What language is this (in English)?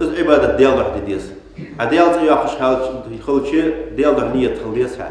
Ingush